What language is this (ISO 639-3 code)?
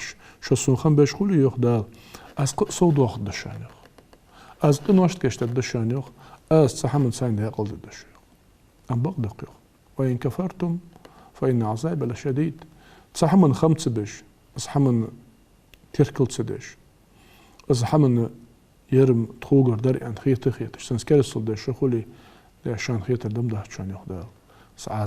inh